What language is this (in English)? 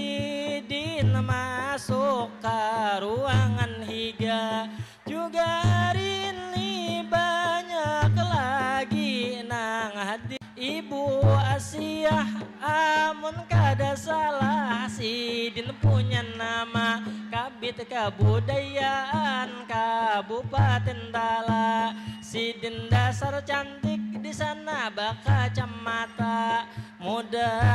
Banjar